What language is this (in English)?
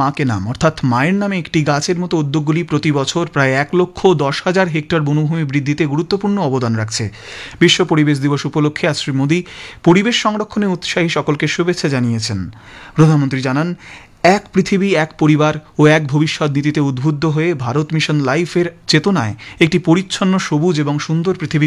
Bangla